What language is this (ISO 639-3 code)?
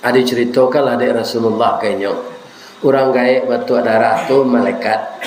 min